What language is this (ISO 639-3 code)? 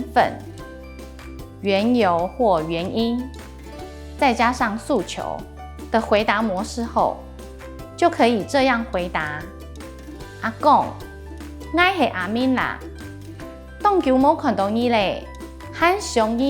hak